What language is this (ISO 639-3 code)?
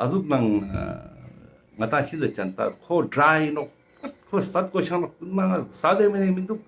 lbj